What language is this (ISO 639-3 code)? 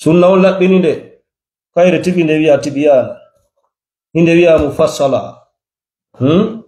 ful